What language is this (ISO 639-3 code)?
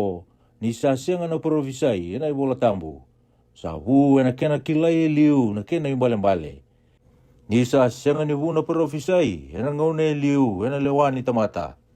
fij